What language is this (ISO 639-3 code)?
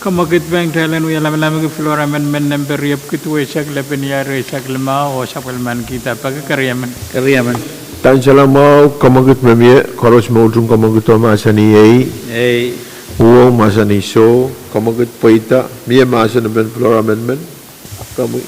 pon